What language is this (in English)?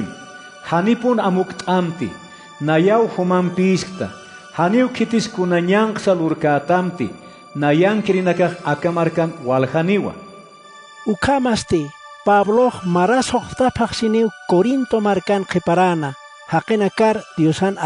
Aymara